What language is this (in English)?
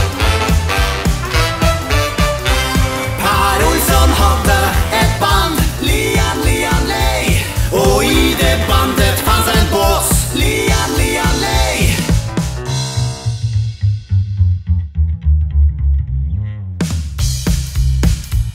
Swedish